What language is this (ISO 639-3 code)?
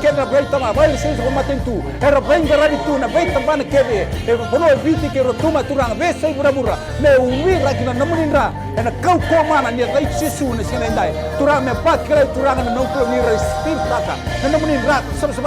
fij